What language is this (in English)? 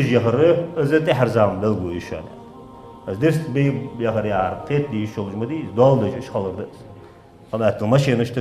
Ingush